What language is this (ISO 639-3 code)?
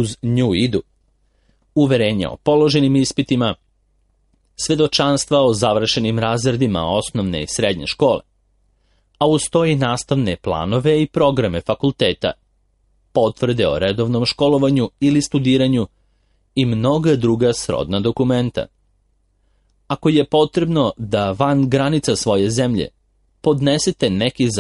srp